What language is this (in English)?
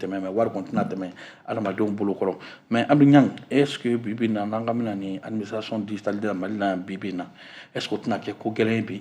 Bambara